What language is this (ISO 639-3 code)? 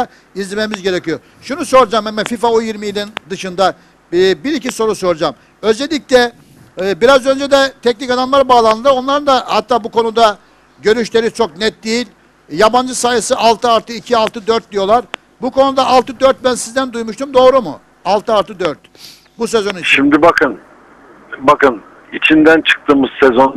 tur